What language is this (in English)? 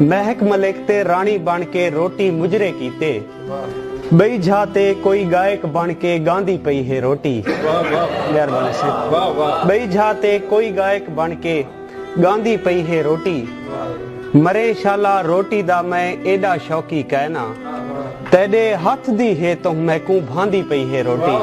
Saraiki